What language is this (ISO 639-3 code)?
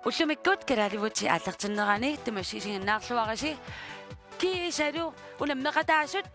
kal